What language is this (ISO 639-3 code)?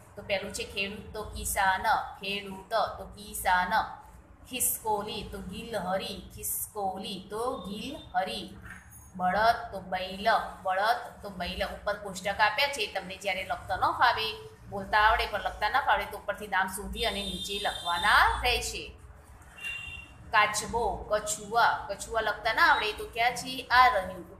guj